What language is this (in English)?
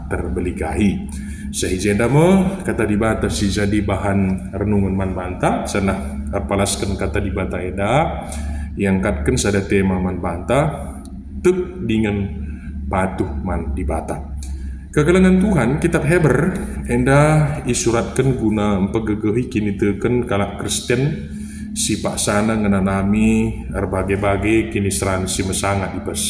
Batak Karo